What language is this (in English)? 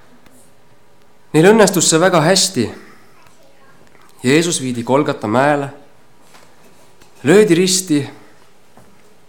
Estonian